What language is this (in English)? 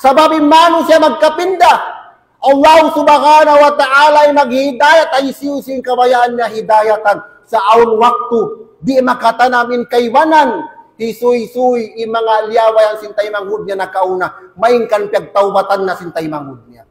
Tausug